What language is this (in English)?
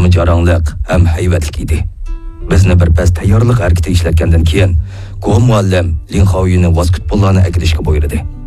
Uyghur